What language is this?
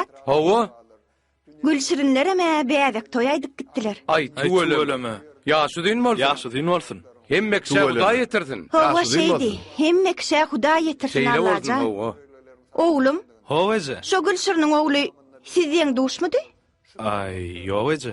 Turkmen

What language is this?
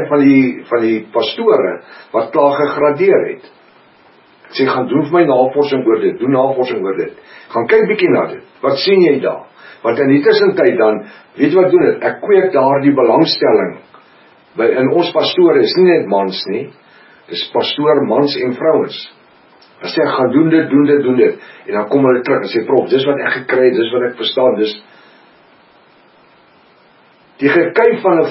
Afrikaans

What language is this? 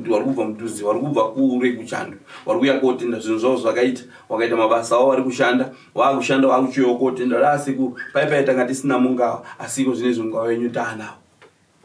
Shona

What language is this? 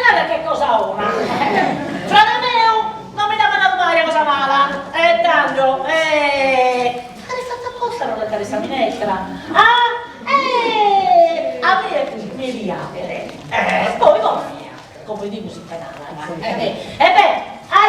Sardinian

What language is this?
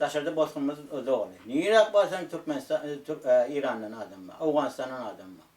Turkmen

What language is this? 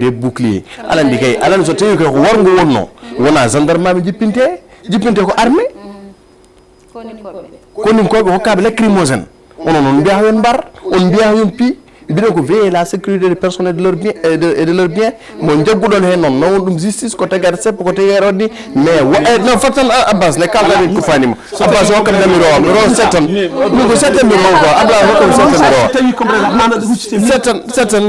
Fula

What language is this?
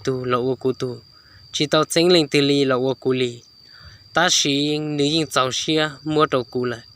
Hmong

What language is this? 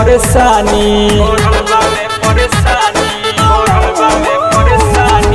Bhojpuri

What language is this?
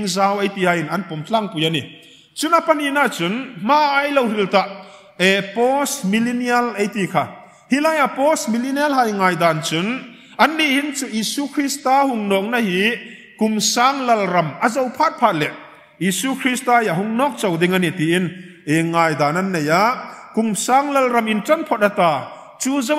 Hmar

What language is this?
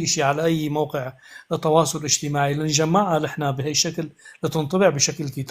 North Levantine Arabic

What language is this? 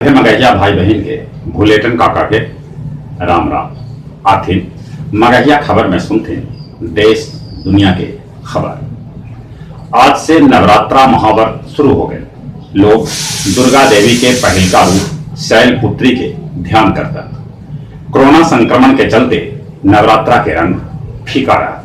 Magahi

